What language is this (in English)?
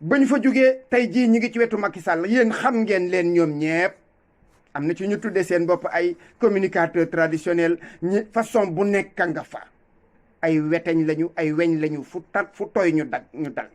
Wolof